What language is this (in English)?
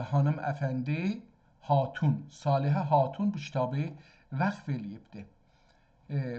South Azerbaijani